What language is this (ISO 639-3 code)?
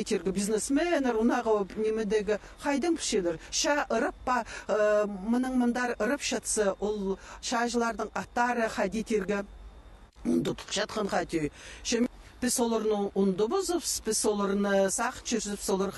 kjh